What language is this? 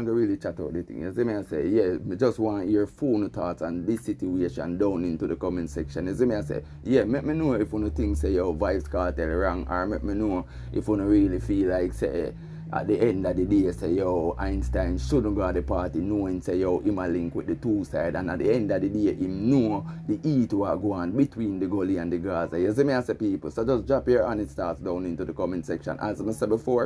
Jamaican Creole English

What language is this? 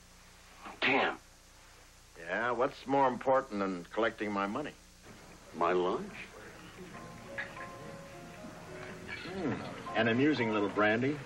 English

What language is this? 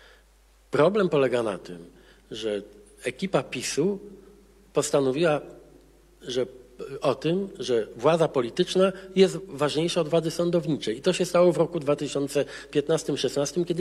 Polish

